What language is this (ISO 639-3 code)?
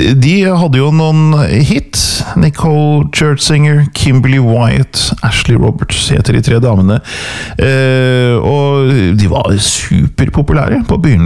nor